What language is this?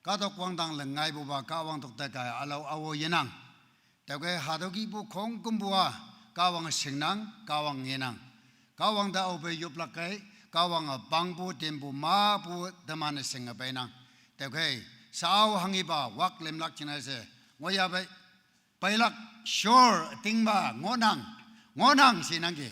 Naga Pidgin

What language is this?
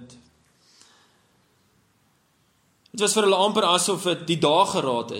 Afrikaans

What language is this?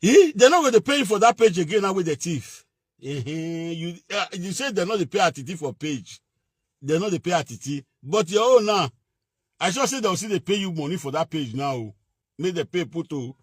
Nigerian Pidgin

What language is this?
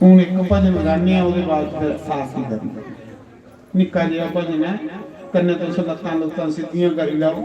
Dogri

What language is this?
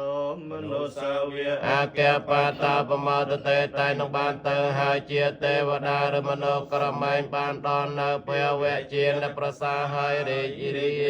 Khmer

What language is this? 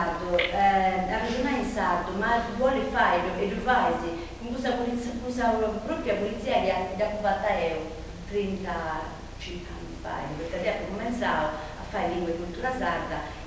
Sardinian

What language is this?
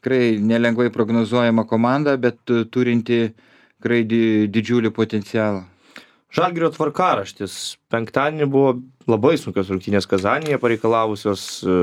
Lithuanian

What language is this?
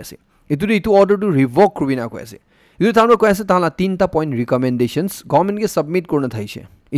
Naga Pidgin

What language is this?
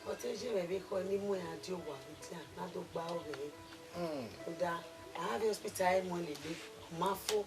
Bini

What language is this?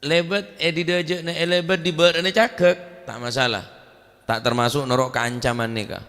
Madurese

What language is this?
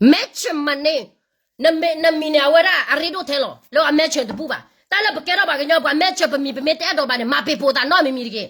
S'gaw Karen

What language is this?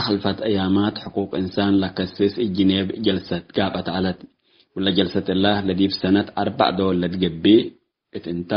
Tigre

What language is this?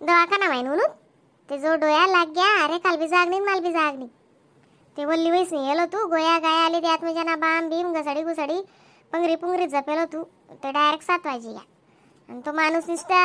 Khandesi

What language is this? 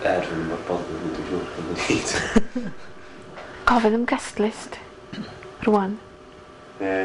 Welsh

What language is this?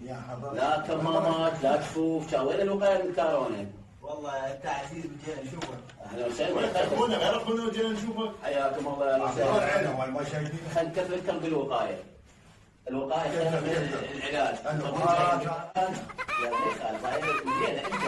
Mesopotamian Arabic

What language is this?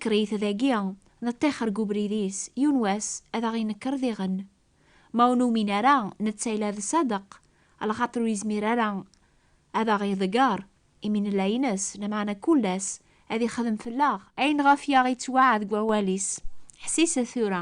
Kabyle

